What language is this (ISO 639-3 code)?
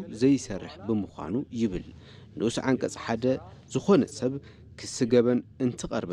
tir